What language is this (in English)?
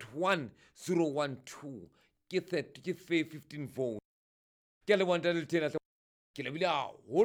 Southern Sotho